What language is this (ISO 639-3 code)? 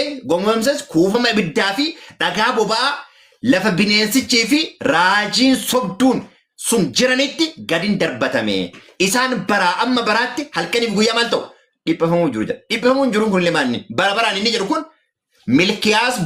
orm